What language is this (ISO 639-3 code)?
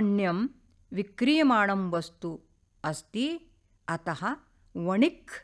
san